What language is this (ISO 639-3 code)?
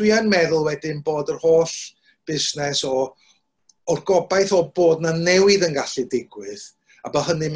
cym